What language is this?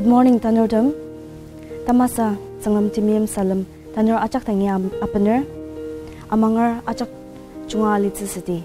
Ao Naga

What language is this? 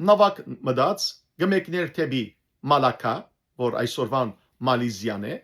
Western Armenian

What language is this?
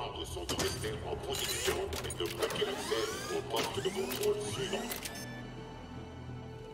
French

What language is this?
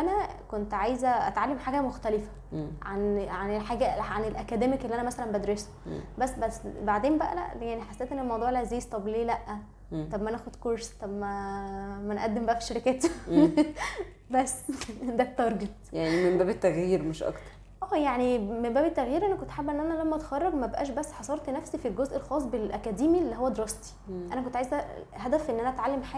Egyptian Arabic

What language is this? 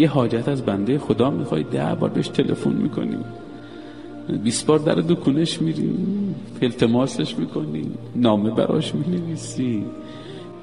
Persian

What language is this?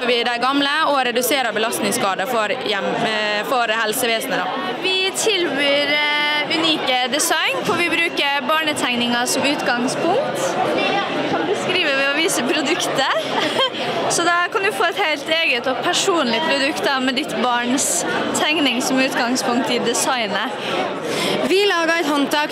Norwegian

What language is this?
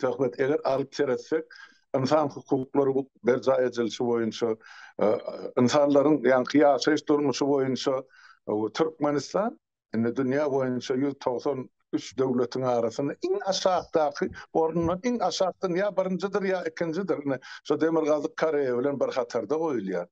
Turkmen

